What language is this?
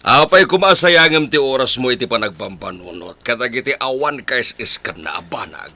Iloko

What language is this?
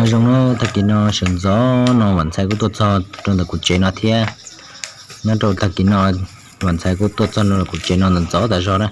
Hmong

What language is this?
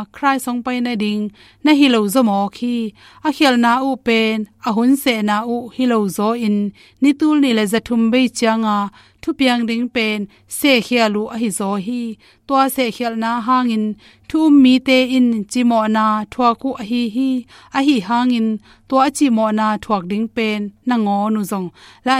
Tedim Chin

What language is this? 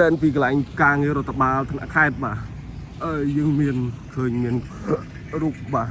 Khmer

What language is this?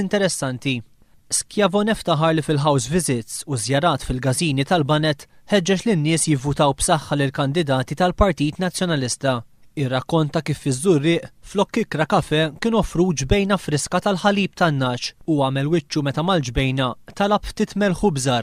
Maltese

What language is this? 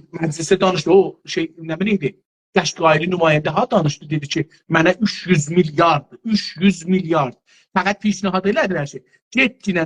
South Azerbaijani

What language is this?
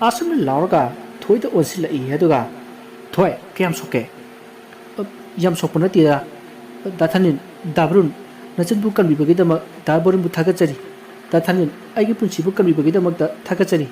Manipuri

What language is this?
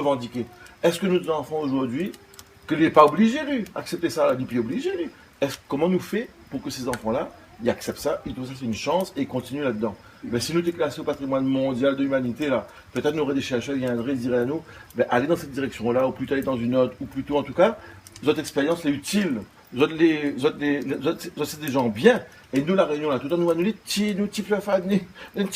Réunion Creole French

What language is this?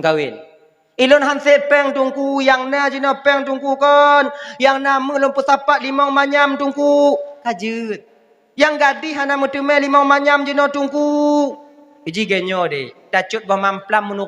Achinese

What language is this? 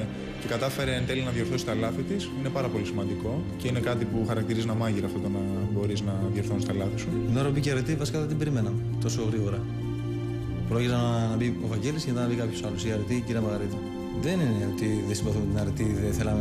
Greek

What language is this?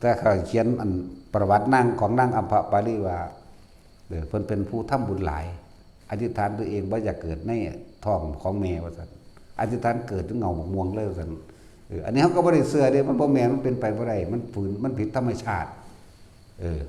Northeastern Thai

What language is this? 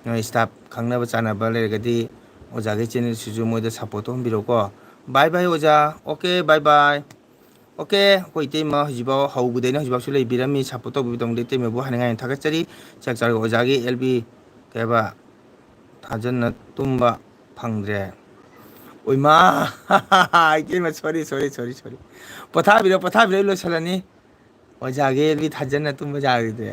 Manipuri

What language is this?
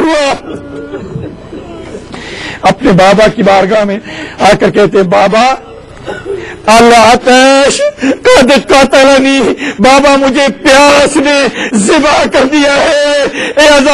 Urdu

